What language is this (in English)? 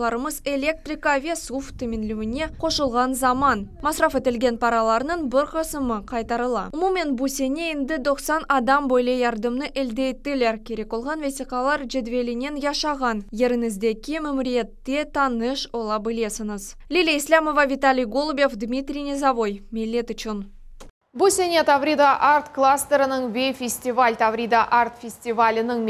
Crimean Tatar